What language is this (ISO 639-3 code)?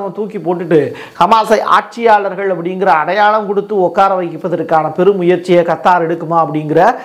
tam